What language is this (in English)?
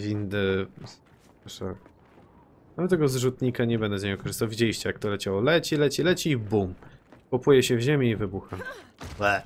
Polish